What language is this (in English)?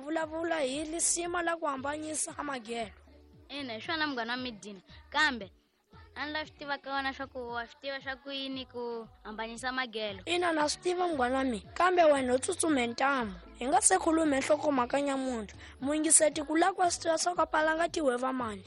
Tsonga